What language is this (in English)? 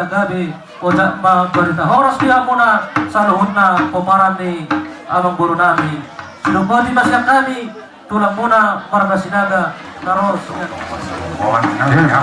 Batak Toba